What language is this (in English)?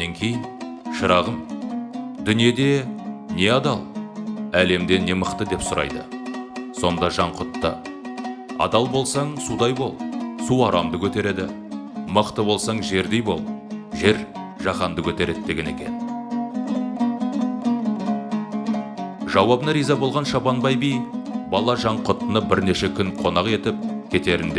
Kazakh